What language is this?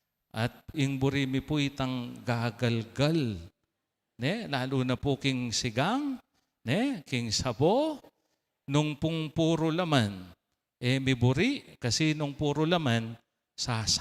Pampanga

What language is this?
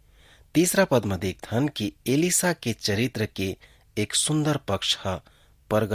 Chhattisgarhi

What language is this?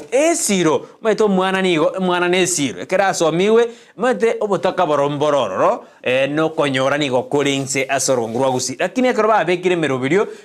Gusii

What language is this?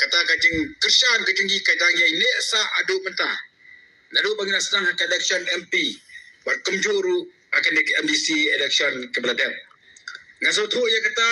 Khasi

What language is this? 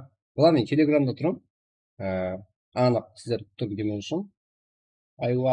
Kara-Kalpak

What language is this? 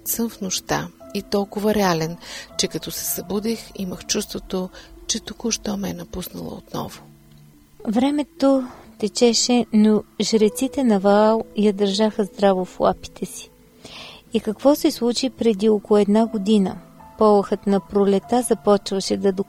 Bulgarian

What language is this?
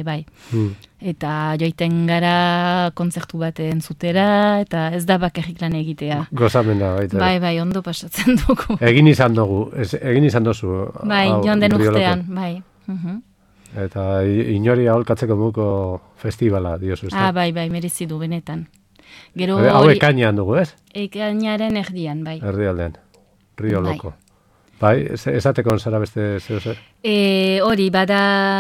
Basque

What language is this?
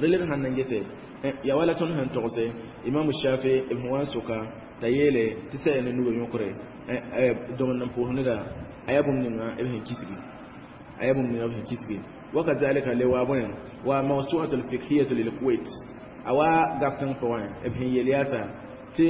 Mossi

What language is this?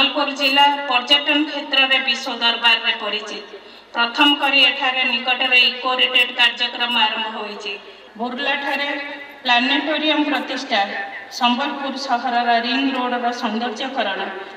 Odia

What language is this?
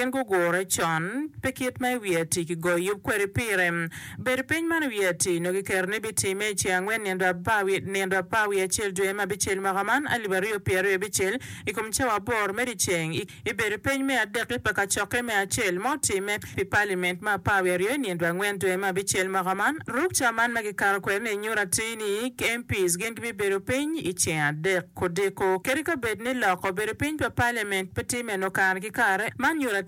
Acoli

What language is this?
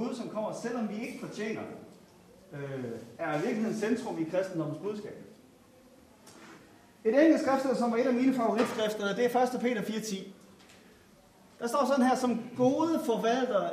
Danish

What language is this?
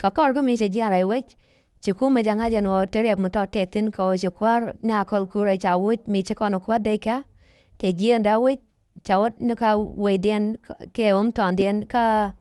Nuer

